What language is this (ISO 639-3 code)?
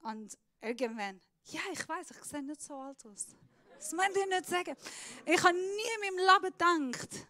gsw